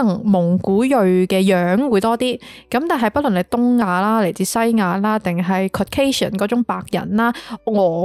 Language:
Cantonese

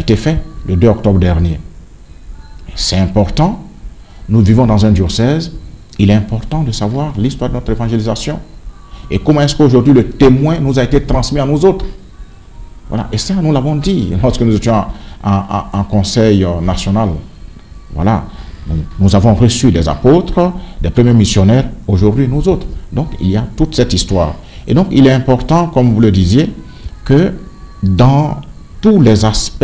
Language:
French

